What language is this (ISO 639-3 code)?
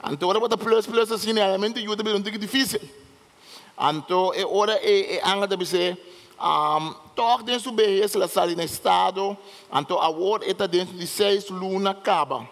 pap